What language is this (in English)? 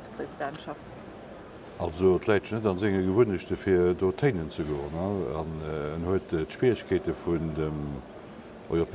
Luxembourgish